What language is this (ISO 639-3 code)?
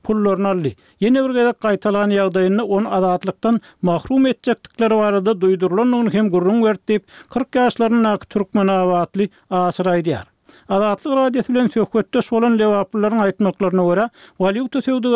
tuk